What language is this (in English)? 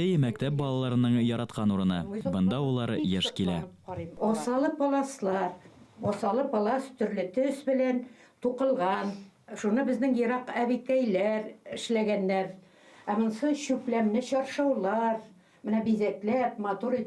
Bashkir